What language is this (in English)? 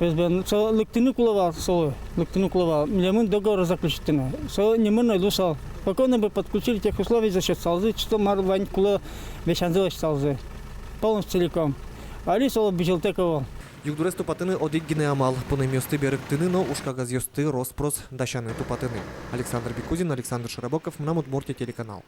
Udmurt